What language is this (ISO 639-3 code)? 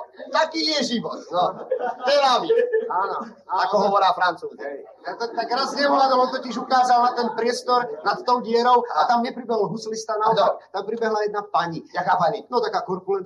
slk